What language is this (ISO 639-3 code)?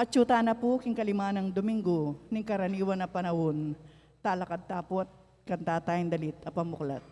pam